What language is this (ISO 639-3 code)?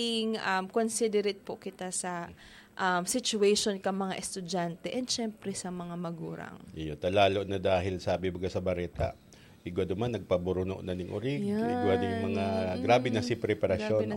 bik